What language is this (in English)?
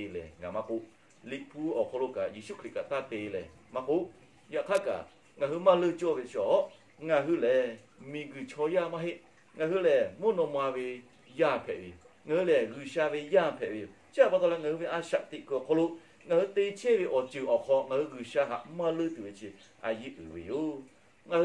Lahu